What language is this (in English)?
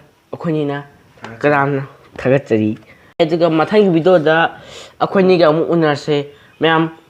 Manipuri